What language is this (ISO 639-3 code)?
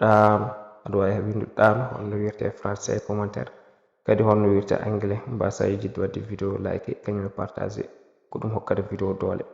ful